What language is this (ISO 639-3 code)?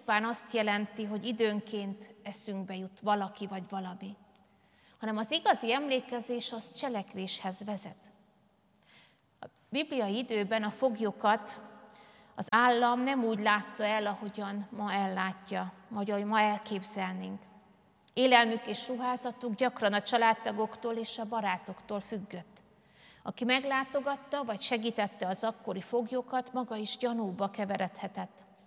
hun